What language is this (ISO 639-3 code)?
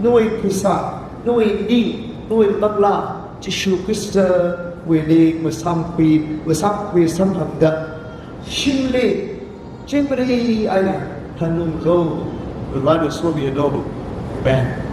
nmf